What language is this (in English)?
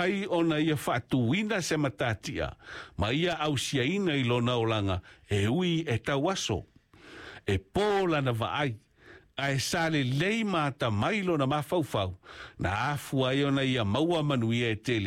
Samoan